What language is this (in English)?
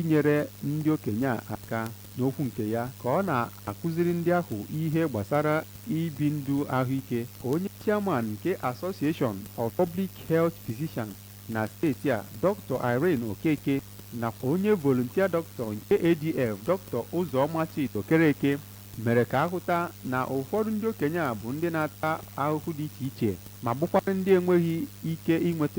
Igbo